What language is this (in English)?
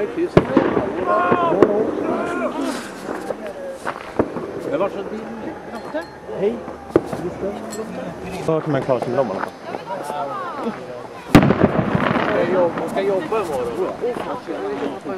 Swedish